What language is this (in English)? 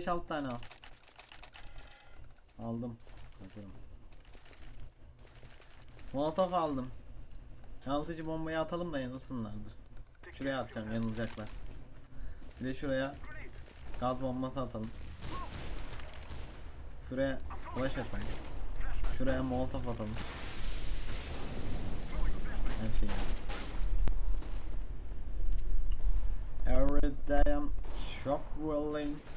Turkish